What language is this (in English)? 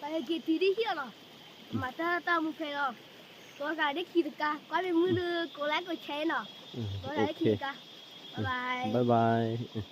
S'gaw Karen